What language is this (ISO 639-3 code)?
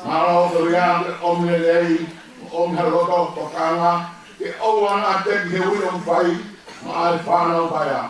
ton